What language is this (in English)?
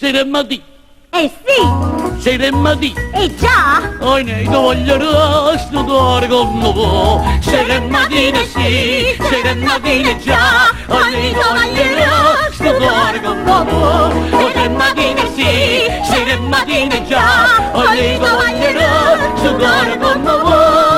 Neapolitan